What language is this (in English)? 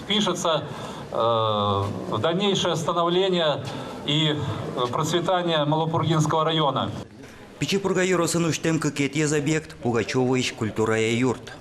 Udmurt